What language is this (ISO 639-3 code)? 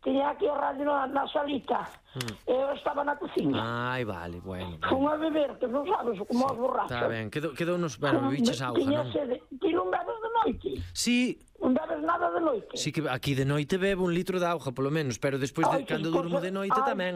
glg